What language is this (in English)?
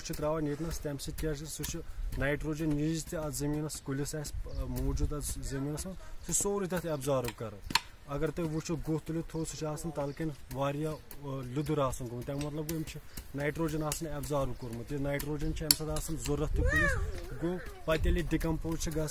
Kashmiri